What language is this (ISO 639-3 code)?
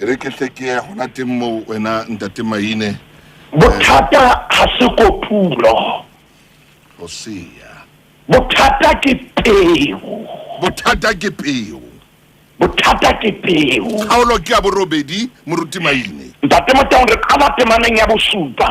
sot